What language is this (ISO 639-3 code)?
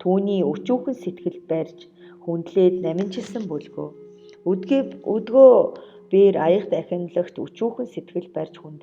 mon